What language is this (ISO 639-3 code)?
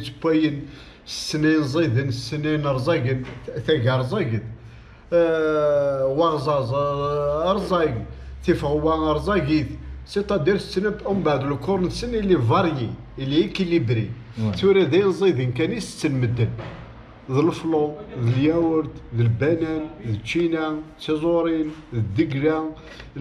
kab